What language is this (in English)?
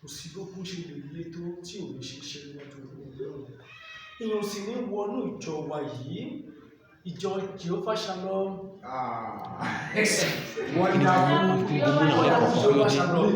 Yoruba